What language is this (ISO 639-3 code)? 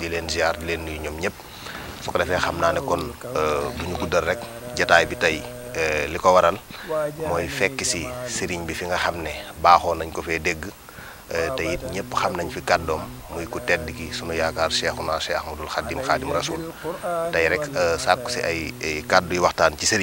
wol